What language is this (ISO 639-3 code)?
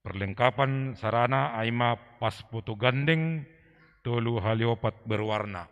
bts